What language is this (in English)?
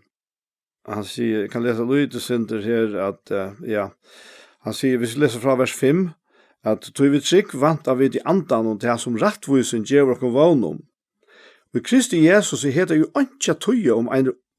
Faroese